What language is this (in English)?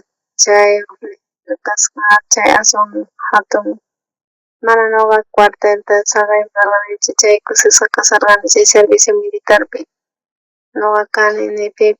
South Bolivian Quechua